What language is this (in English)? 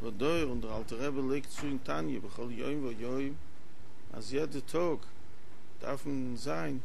Yiddish